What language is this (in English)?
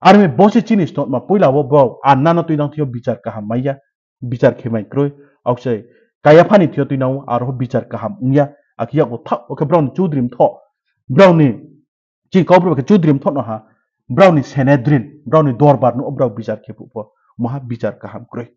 Riang (India)